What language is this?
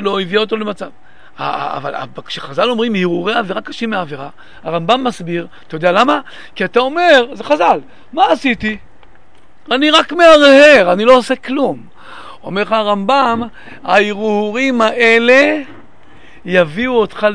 Hebrew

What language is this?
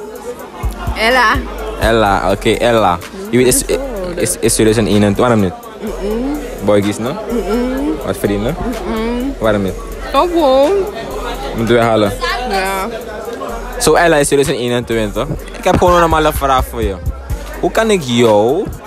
Dutch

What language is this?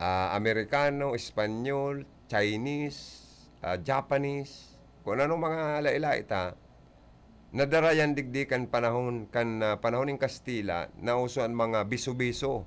Bikol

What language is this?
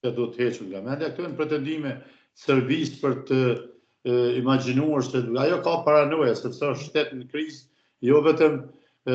Albanian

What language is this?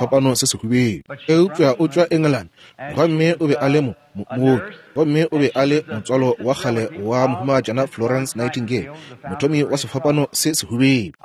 Northern Sotho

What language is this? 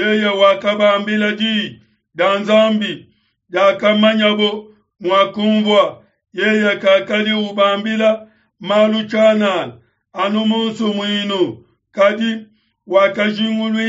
Luba-Lulua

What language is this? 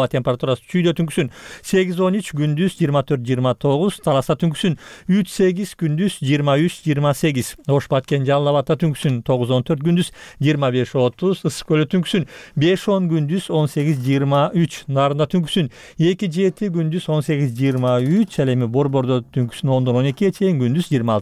Kyrgyz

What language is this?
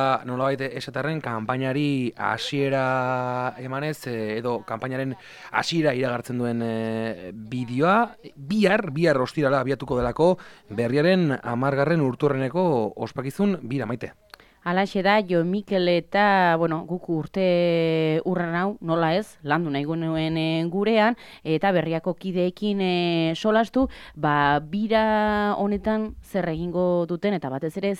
Basque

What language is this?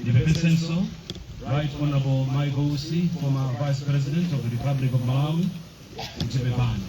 Nyanja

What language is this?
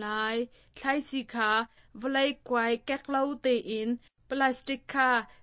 Hakha Chin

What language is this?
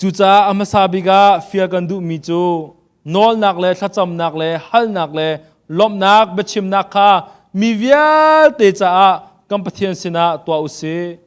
Hakha Chin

